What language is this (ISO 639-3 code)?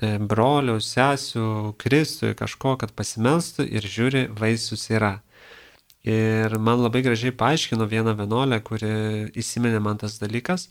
lit